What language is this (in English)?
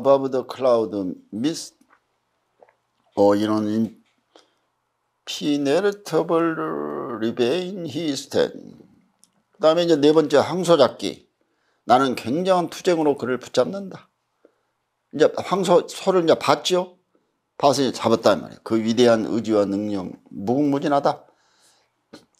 Korean